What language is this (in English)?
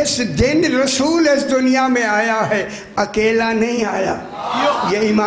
Urdu